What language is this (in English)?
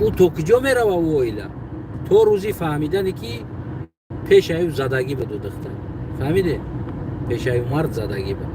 Tajik